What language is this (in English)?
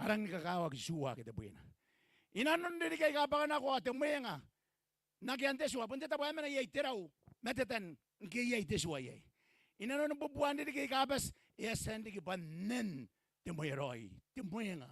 Gilbertese